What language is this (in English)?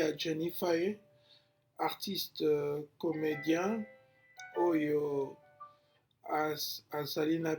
Lingala